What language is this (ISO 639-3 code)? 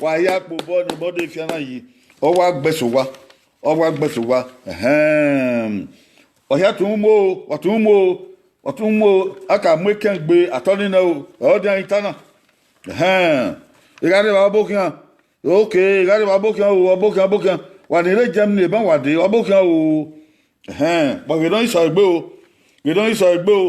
bin